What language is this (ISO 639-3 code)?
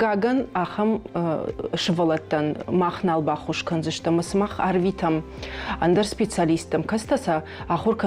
oss